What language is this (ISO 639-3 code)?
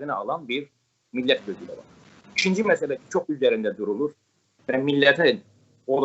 azb